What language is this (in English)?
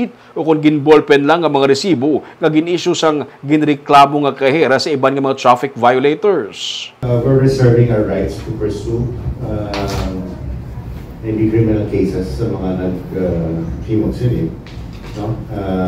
Hiligaynon